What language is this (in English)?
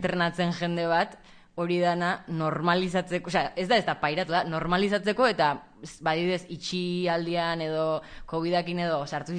Basque